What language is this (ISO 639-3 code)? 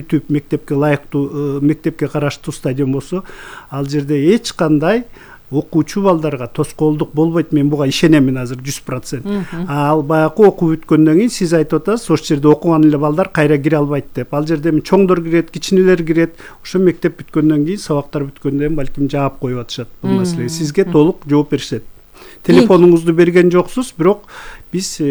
kir